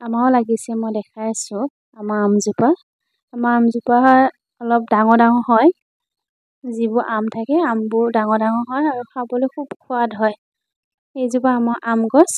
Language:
Assamese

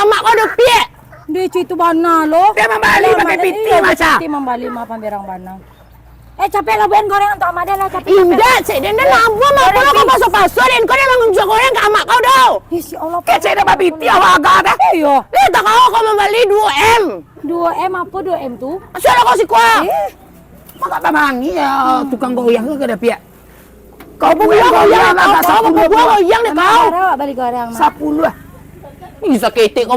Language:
Minangkabau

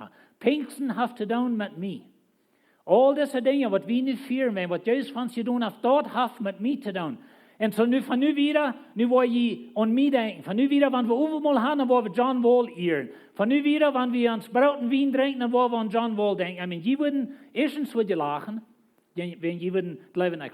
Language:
Plautdietsch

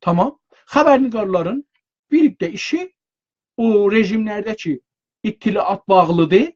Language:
South Azerbaijani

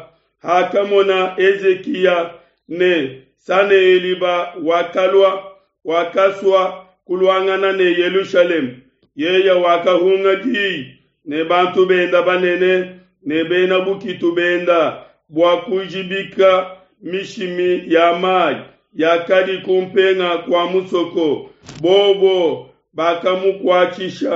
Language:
Luba-Lulua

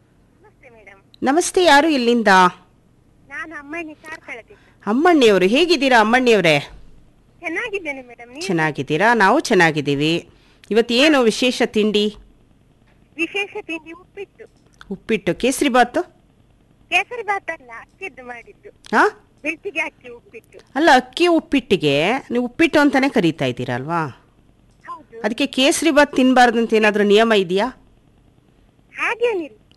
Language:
Kannada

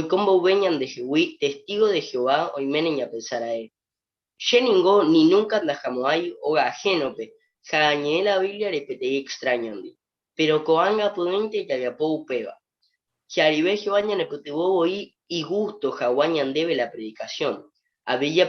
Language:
Guarani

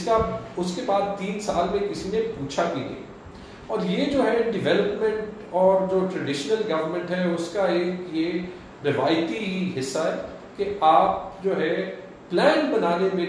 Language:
Urdu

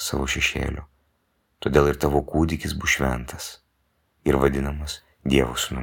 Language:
Lithuanian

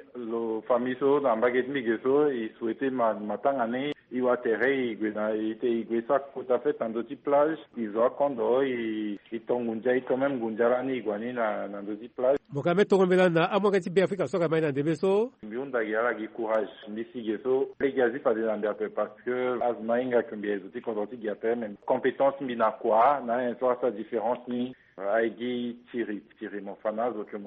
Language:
Sango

